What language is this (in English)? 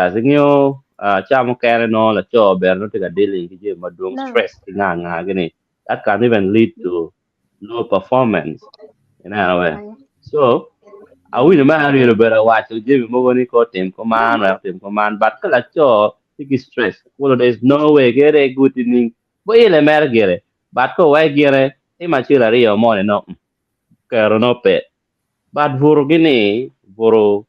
Acoli